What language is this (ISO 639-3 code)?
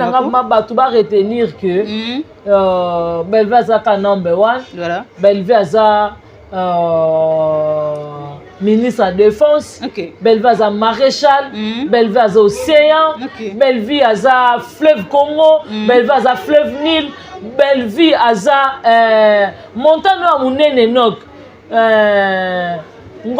lin